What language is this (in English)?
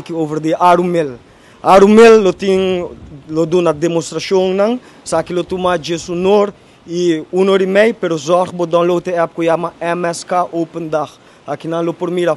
Papiamento